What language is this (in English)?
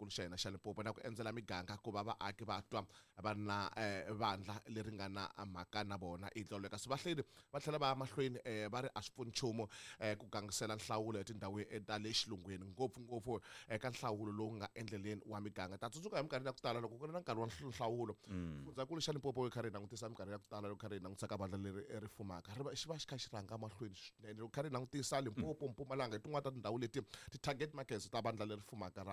Tsonga